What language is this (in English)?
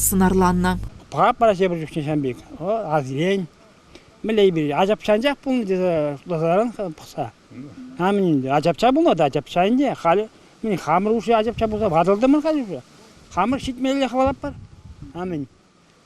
Chuvash